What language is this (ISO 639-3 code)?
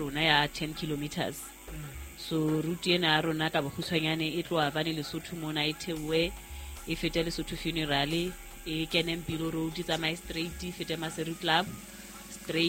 sot